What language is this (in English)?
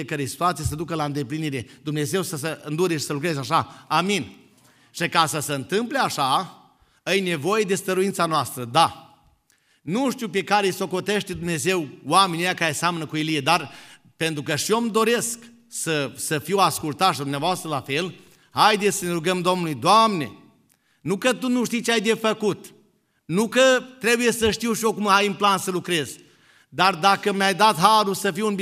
Romanian